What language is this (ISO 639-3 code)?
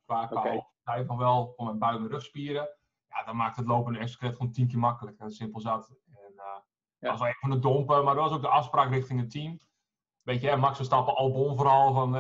nld